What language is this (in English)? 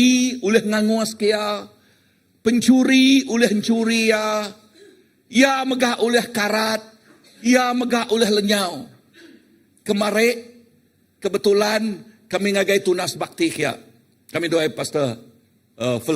Iban